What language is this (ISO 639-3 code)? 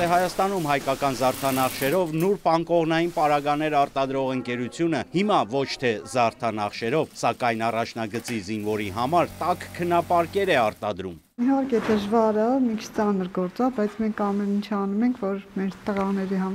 hye